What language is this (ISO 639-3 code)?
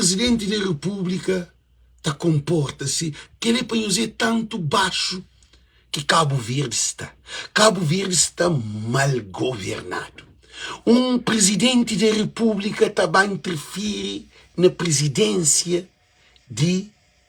kea